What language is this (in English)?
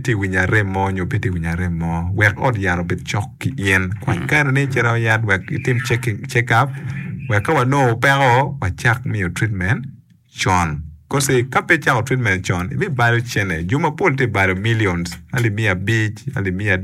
Acoli